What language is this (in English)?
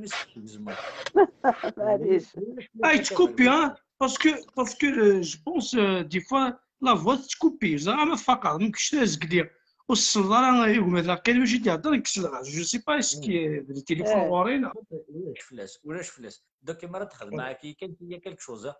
Kabyle